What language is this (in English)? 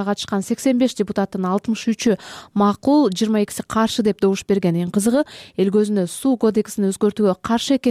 Kyrgyz